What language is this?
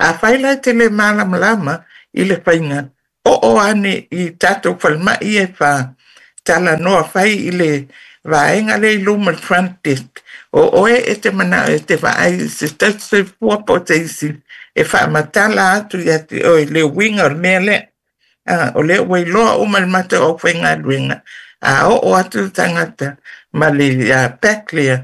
Samoan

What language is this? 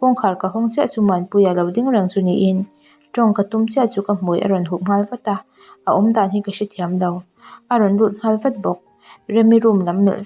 Mizo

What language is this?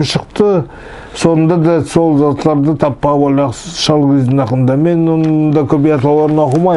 Nogai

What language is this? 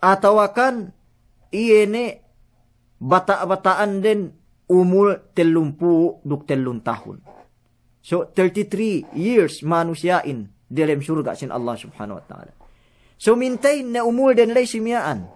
Yakan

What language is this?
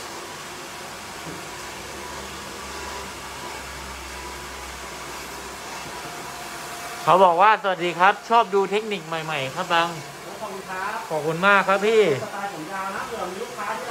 Thai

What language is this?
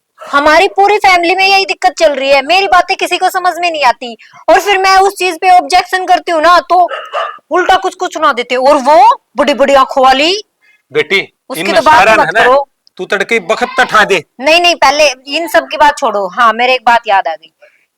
Haryanvi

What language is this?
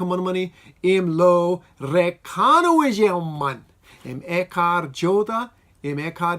Marshallese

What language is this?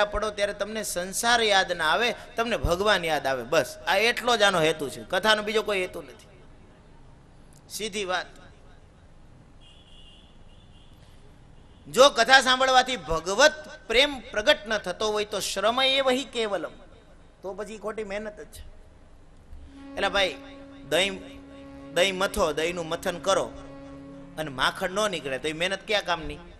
Gujarati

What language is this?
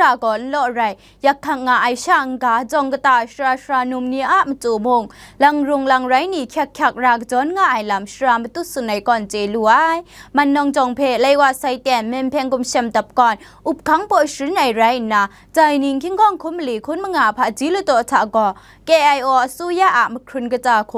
Kachin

